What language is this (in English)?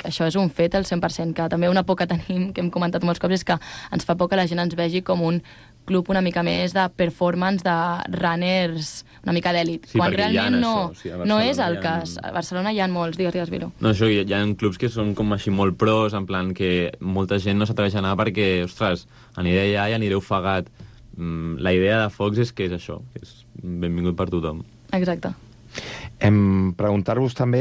Catalan